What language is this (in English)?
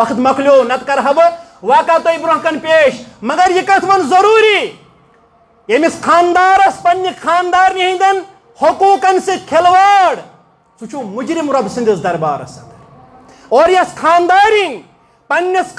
Kashmiri